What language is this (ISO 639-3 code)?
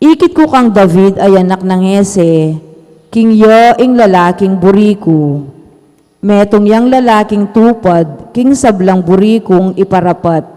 pam